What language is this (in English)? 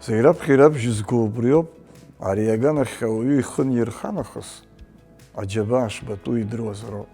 Abkhazian